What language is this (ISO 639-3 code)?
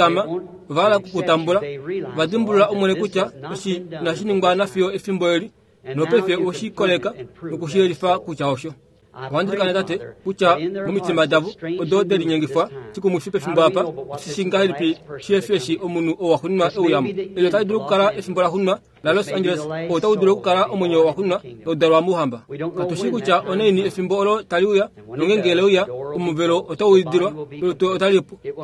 kua